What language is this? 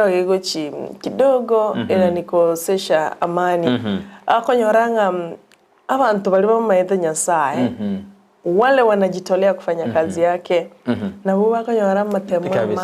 Gusii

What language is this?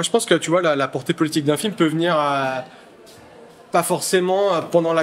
French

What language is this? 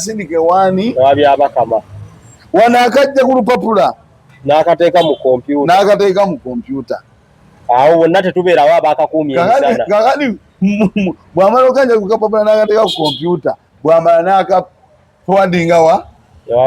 Ganda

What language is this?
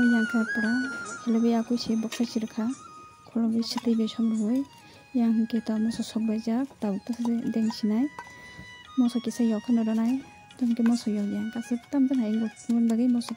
Kok Borok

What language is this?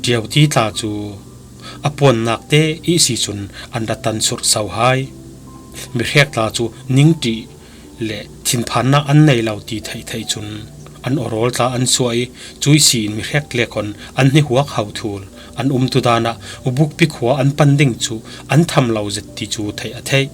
Falam Chin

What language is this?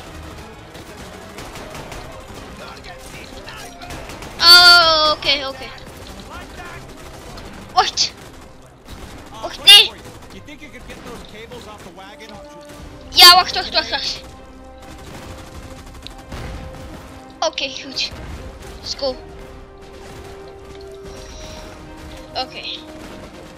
Dutch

